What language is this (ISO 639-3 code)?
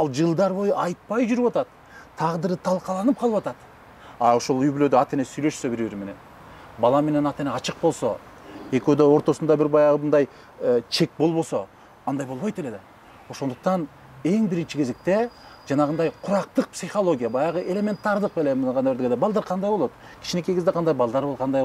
kir